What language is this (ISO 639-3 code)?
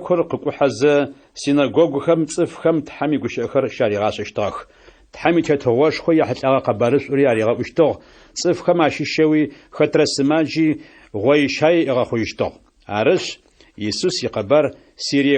ady